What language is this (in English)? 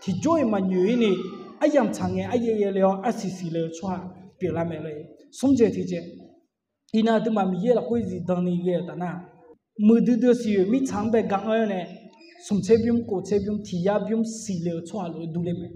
Akha